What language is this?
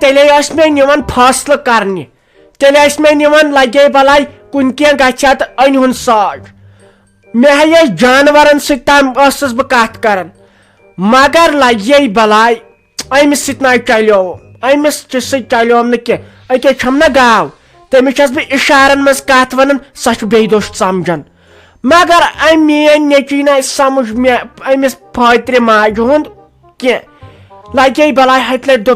Kashmiri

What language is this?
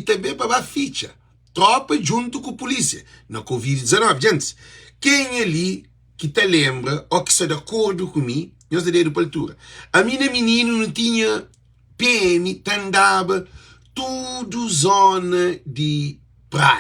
Kabuverdianu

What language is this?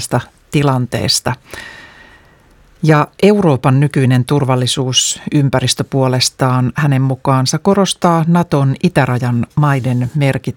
Finnish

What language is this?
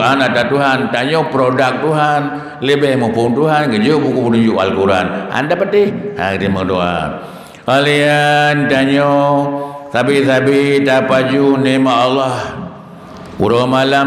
Achinese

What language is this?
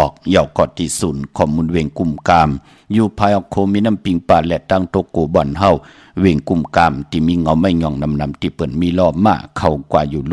Shan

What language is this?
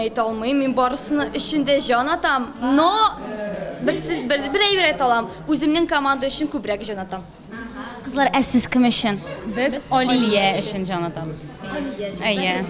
Tatar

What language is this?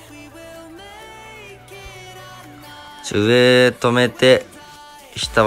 Japanese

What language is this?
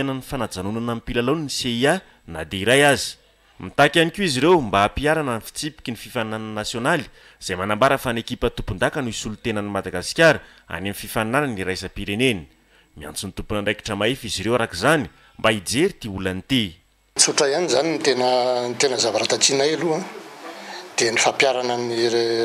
Malagasy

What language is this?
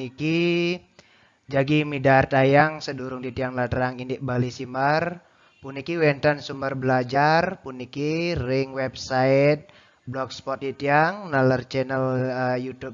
Balinese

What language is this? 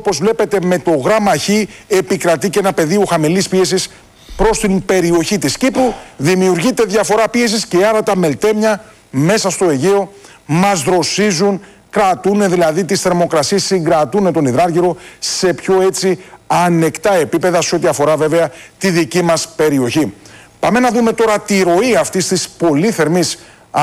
Greek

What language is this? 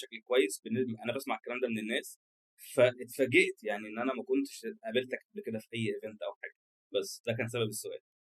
Egyptian Arabic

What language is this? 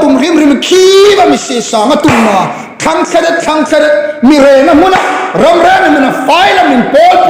Hmar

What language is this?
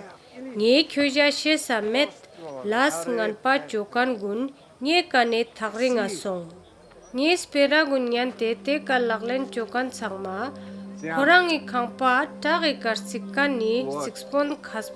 Ladakhi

